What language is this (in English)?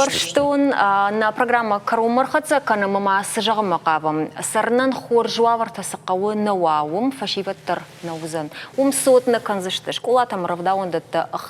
Ossetic